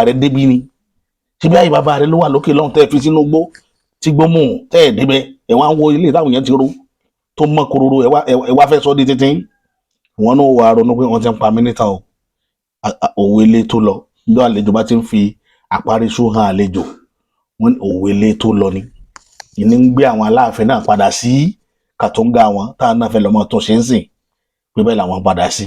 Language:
Yoruba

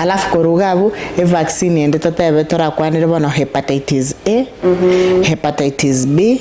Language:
Gusii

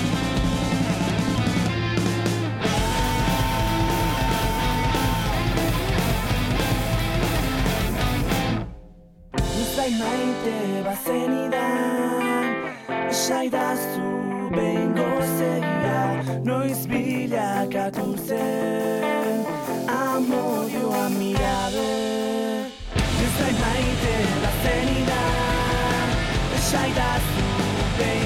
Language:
Basque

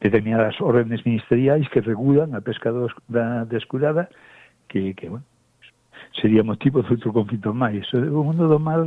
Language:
Galician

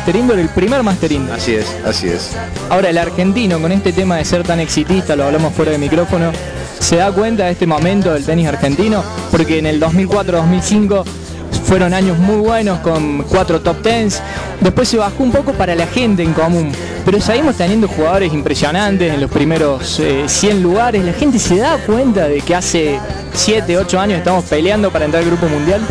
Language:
Spanish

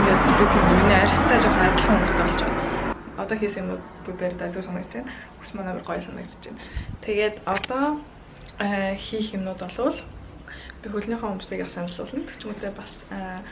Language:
Mongolian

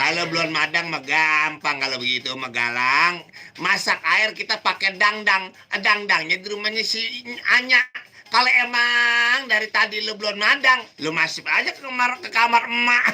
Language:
Betawi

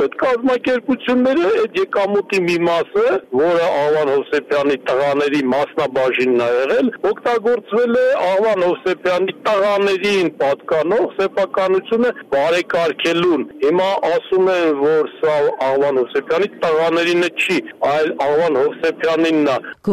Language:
Armenian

